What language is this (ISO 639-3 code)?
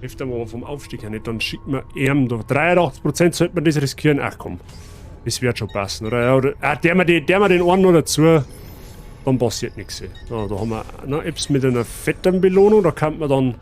bar